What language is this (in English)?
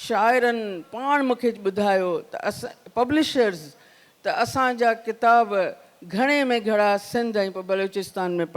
Sindhi